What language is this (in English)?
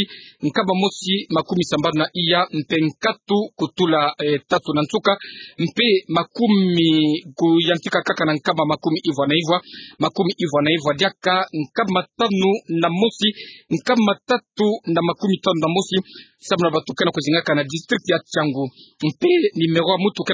Kituba (Democratic Republic of Congo)